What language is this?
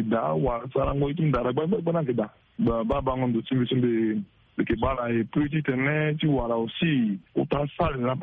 Sango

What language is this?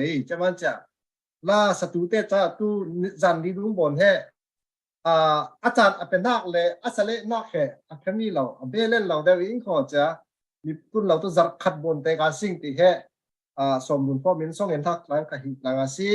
Falam Chin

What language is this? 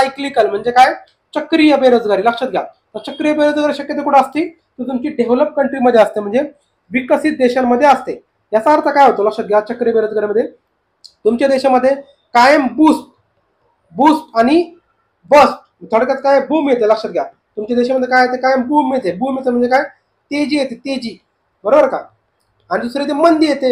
Marathi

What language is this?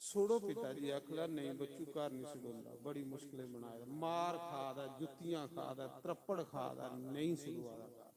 Dogri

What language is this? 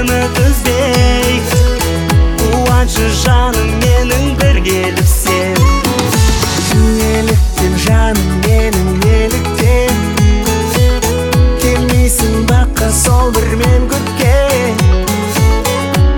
Kazakh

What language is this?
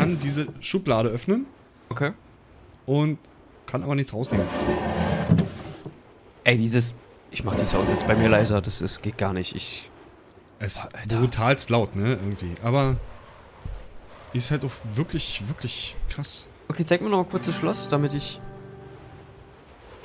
German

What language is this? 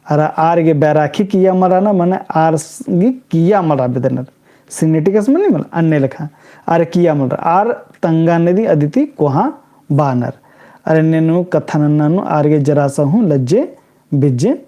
Kurukh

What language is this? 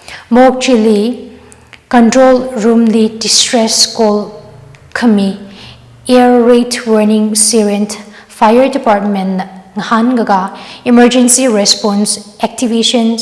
Tangkhul Naga (India)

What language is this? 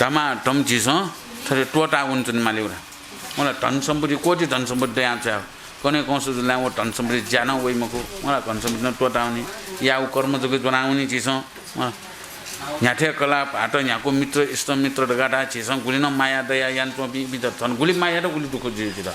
Newari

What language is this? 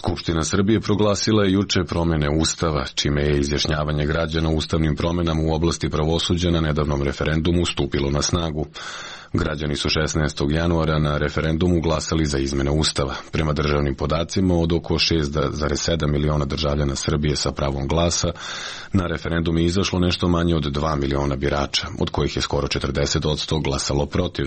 Serbian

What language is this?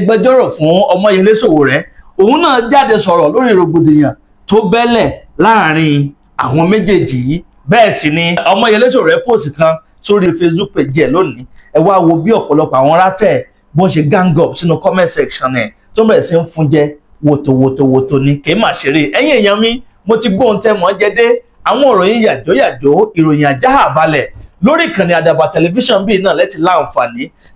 Yoruba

